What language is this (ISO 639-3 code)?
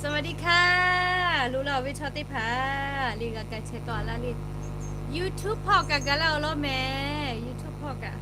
lhu